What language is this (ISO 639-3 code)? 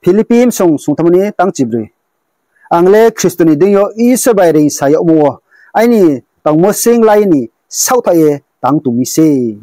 ria